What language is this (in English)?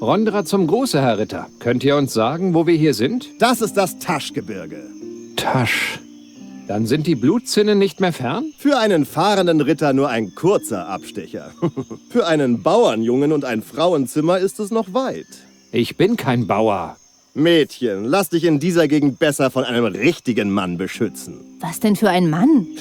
Bavarian